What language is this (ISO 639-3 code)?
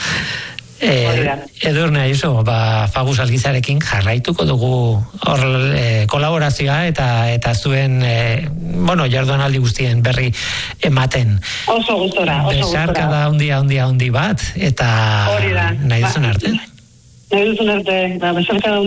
eus